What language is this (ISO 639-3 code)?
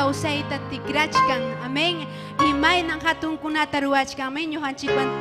quy